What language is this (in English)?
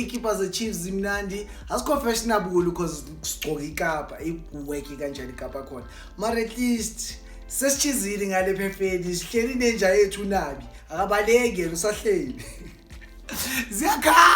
Zulu